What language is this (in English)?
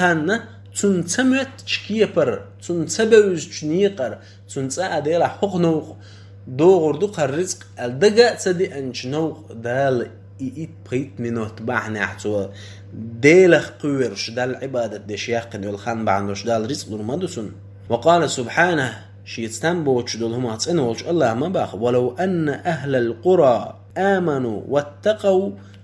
Chechen